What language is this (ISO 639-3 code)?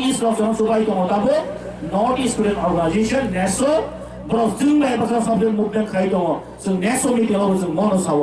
trp